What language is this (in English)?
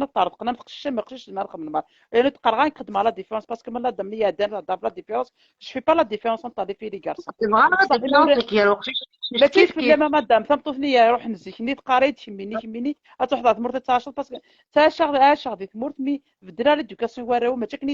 Kabyle